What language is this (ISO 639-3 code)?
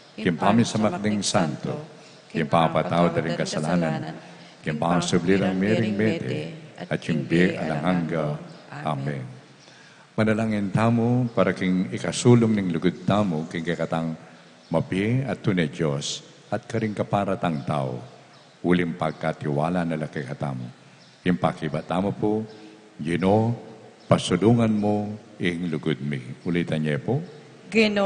pam